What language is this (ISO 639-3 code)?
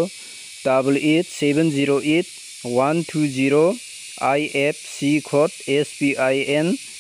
grt